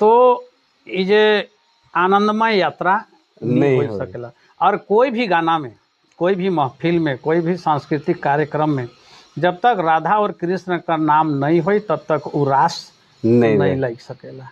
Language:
Sadri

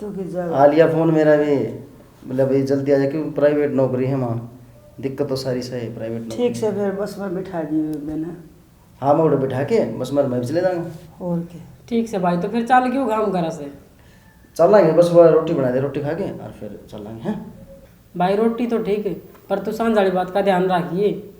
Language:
Haryanvi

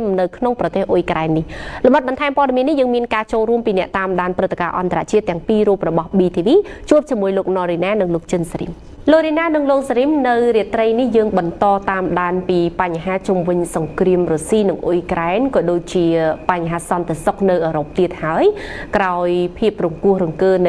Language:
Khmer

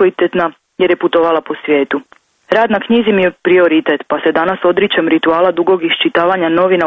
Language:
Croatian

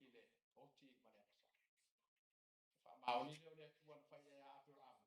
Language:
Samoan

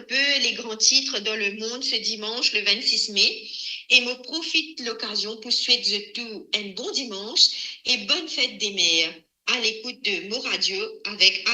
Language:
Morisyen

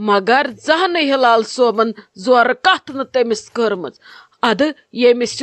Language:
Kashmiri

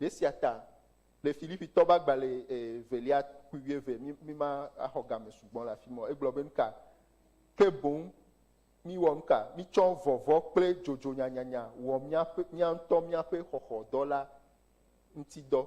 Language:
Ewe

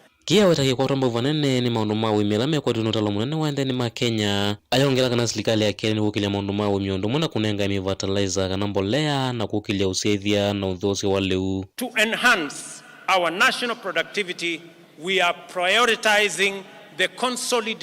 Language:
Kamba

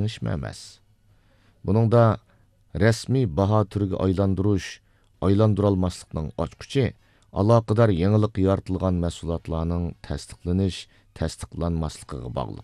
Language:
Uyghur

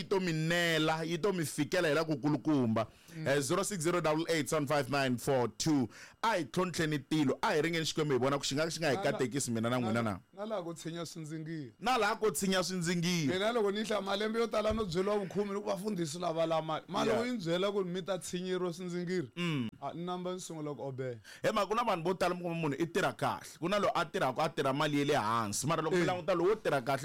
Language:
Tsonga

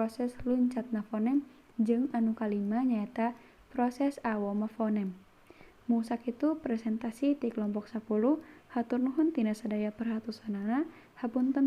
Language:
Sundanese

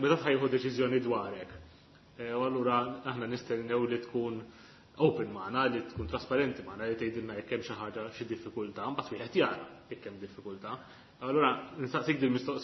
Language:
Maltese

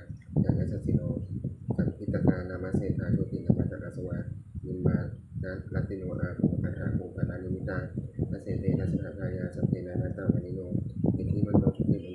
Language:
Pali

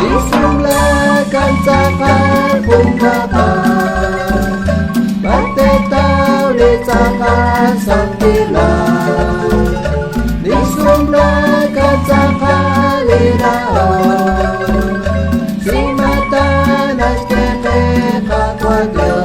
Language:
Kekchí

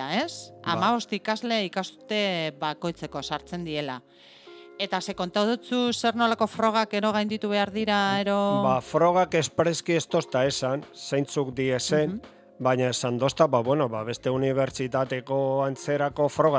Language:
Basque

